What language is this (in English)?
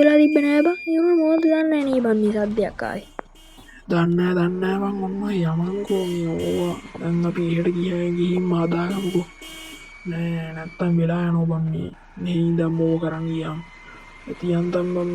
Sinhala